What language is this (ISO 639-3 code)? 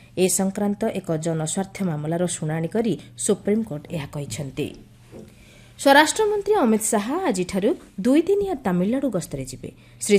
ori